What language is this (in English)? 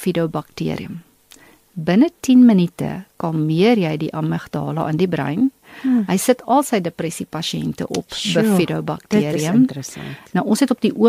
Afrikaans